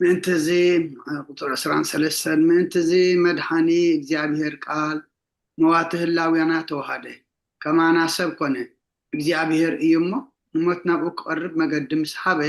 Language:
Tigrinya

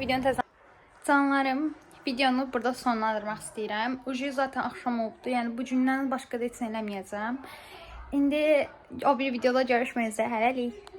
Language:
Azerbaijani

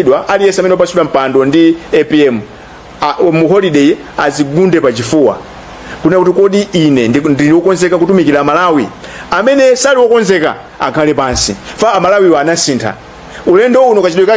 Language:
Nyanja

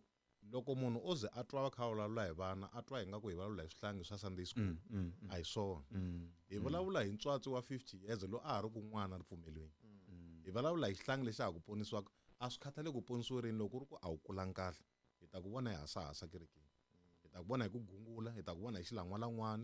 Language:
Tsonga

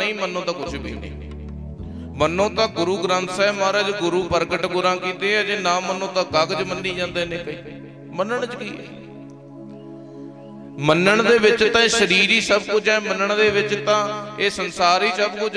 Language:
Punjabi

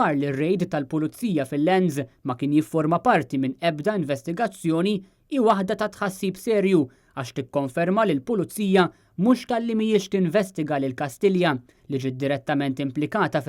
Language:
Maltese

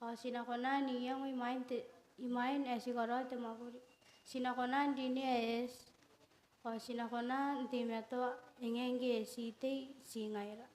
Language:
Gilbertese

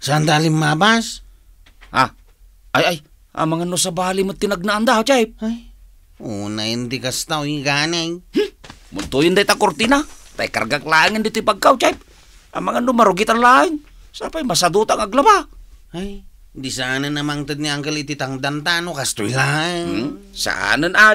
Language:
Iloko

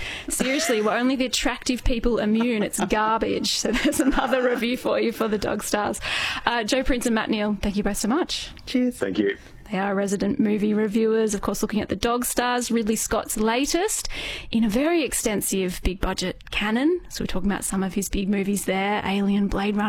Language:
English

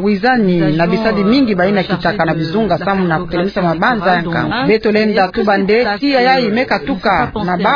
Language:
Kituba (Democratic Republic of Congo)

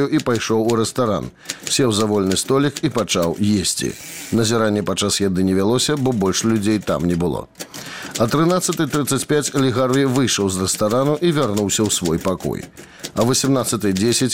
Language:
Belarusian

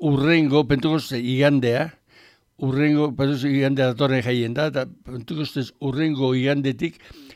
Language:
Basque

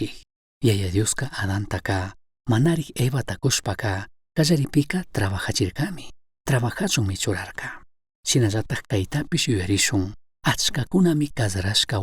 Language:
Chimborazo Highland Quichua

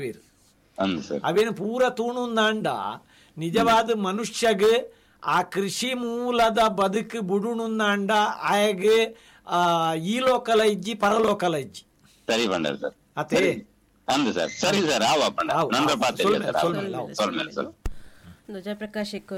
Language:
Tulu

